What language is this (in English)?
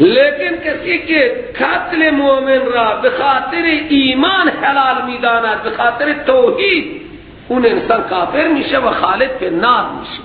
Persian